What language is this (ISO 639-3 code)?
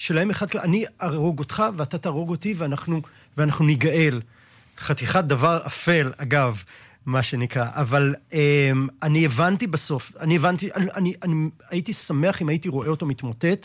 heb